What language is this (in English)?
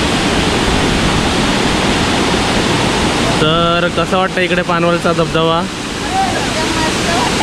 Marathi